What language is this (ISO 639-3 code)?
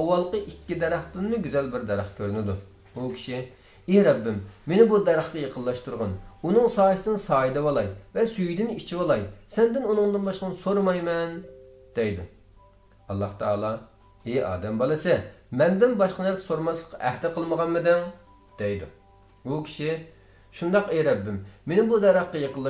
uig